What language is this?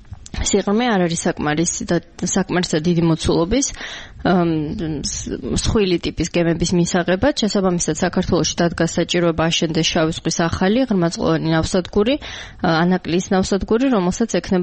Georgian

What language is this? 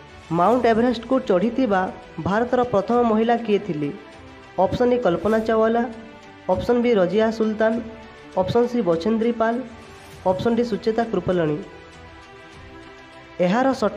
Odia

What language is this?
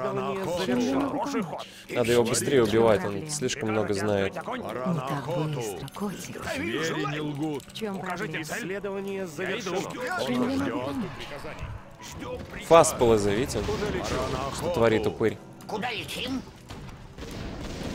Russian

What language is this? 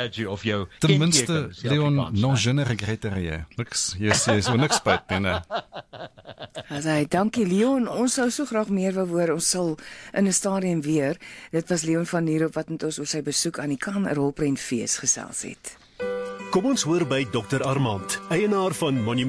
Afrikaans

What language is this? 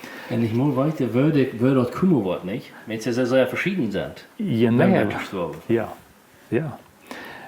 Plautdietsch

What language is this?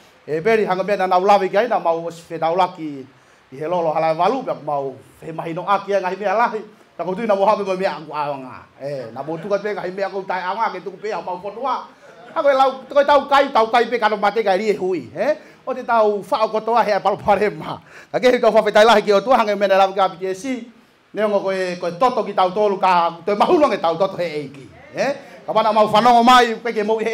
Tongan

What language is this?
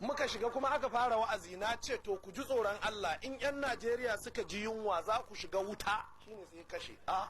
Hausa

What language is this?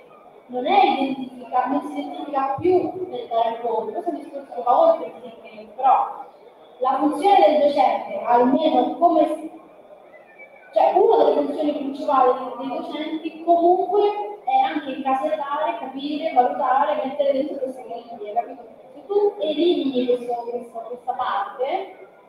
Italian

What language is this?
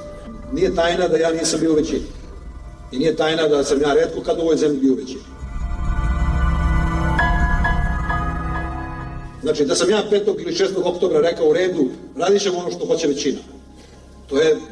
Serbian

